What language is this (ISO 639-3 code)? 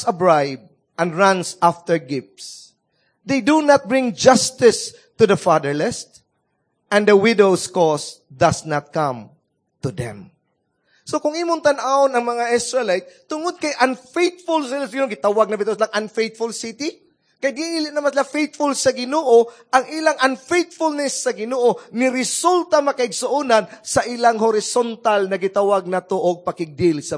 ceb